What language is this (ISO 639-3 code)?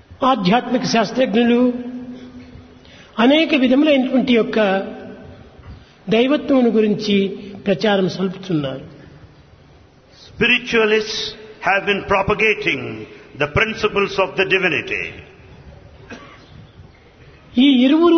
tel